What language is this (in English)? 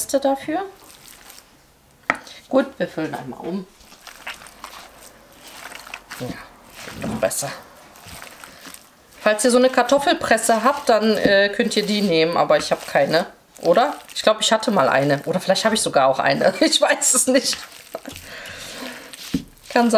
German